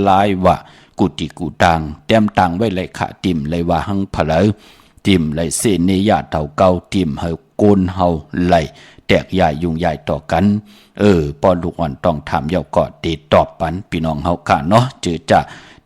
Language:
Shan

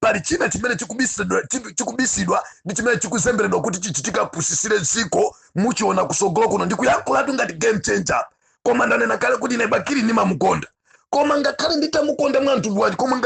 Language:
Nyanja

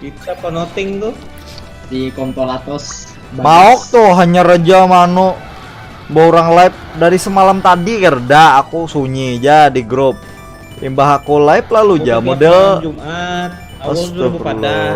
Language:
Banjar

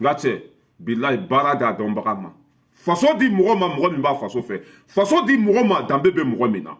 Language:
Bambara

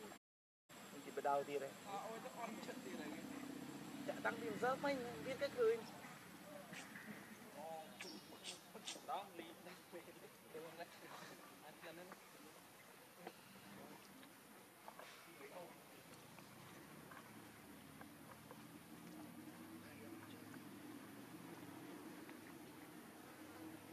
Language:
Vietnamese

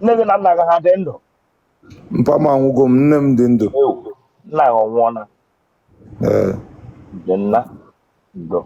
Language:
Igbo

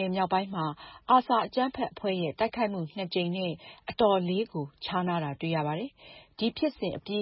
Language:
Burmese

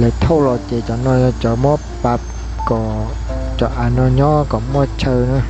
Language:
Hmong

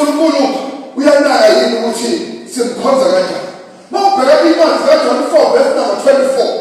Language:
Zulu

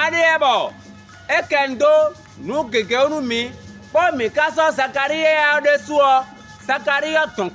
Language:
Fon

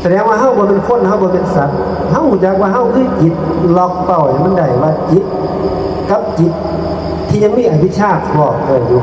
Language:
Northeastern Thai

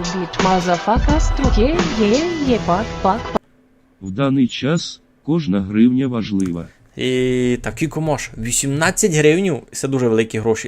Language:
Rusyn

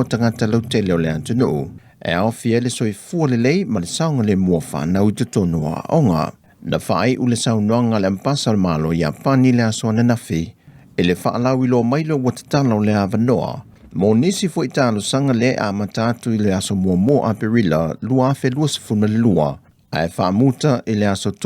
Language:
Samoan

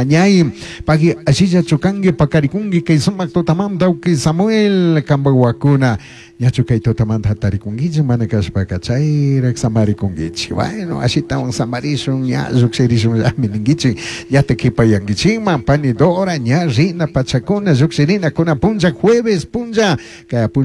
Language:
Chimborazo Highland Quichua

